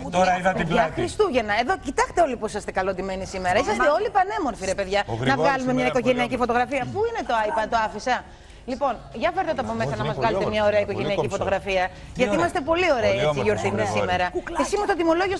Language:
Greek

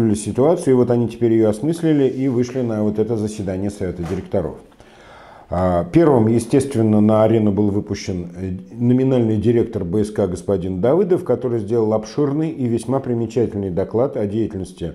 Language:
Russian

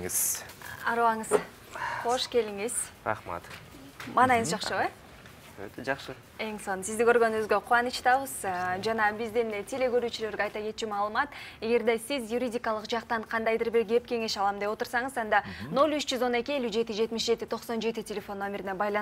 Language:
Kyrgyz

